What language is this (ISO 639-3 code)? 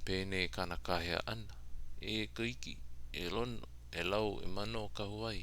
haw